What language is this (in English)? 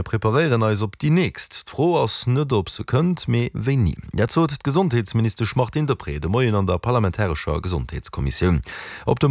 Luxembourgish